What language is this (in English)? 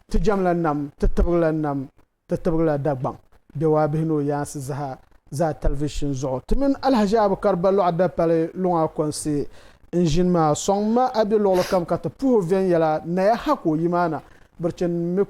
Dagbani